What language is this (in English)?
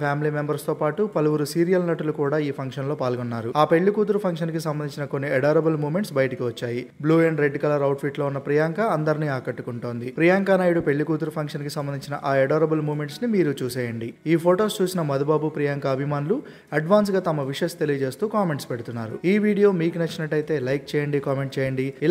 Telugu